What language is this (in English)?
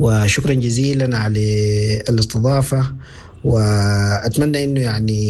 Sudanese Arabic